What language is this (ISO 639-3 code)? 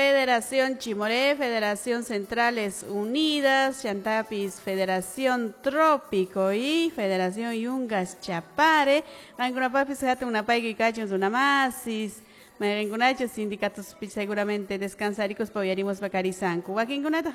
que